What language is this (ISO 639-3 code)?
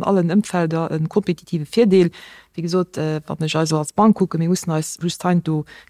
ltz